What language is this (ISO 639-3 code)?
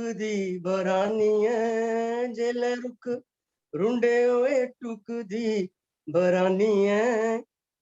doi